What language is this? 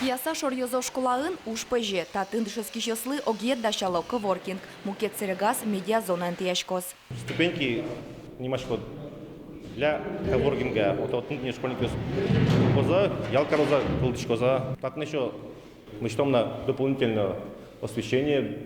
Udmurt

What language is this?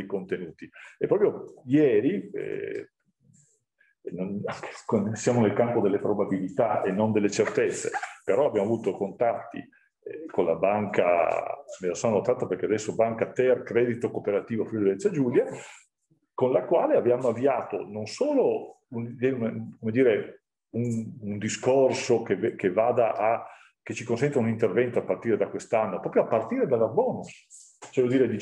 Italian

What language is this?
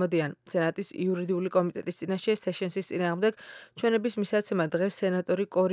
Georgian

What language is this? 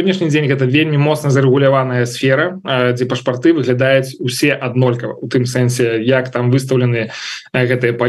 Belarusian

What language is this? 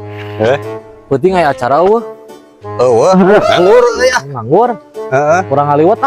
Sundanese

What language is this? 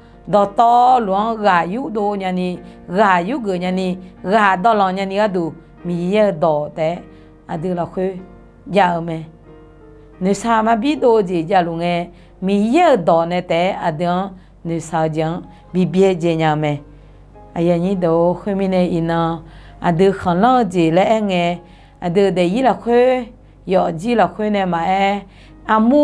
Akha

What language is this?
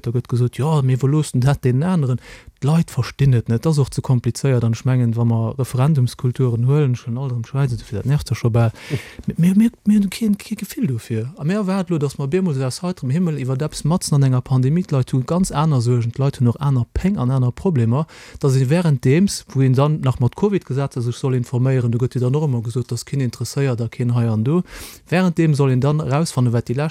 Luxembourgish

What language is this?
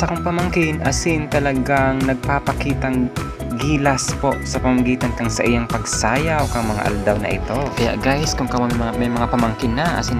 Bikol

